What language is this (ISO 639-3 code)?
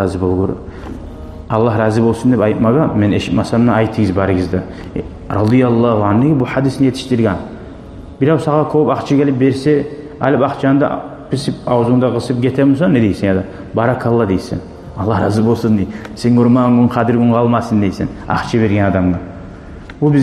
kum